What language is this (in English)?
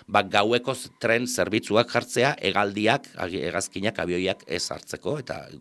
Basque